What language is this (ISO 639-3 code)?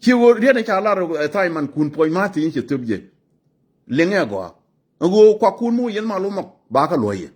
nus